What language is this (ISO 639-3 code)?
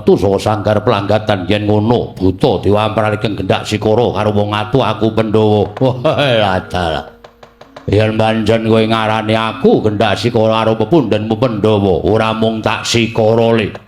jav